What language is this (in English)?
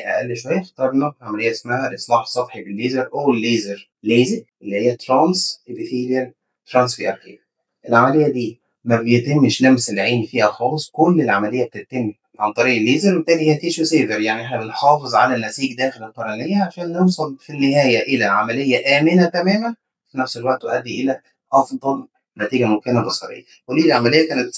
Egyptian Arabic